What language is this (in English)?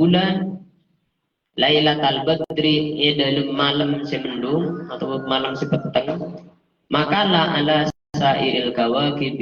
Madurese